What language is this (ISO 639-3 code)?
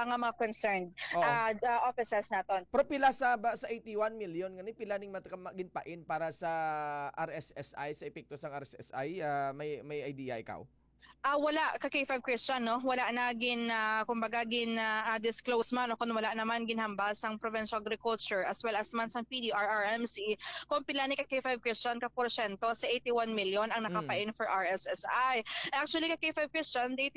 hil